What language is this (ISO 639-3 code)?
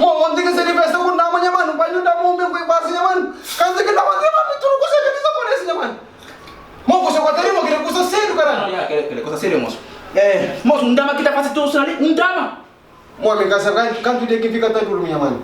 kea